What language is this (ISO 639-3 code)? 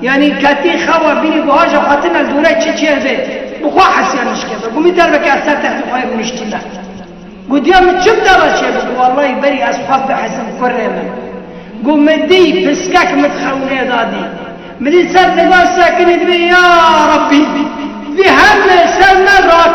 kur